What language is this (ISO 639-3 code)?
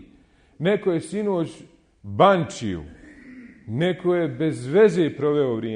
bos